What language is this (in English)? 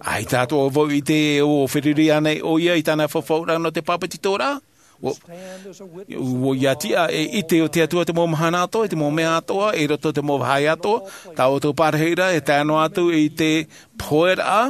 Tahitian